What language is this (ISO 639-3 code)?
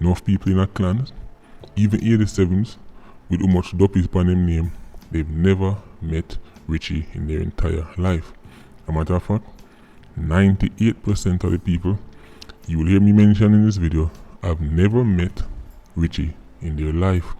jam